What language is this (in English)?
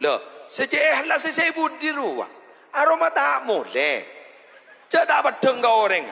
Madurese